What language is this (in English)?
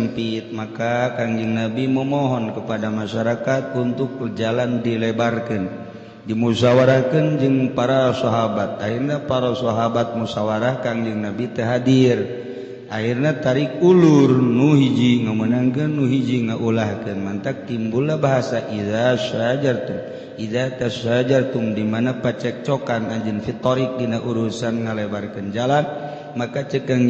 Sundanese